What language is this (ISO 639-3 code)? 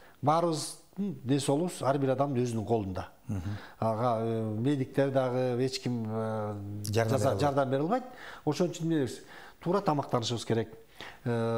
kir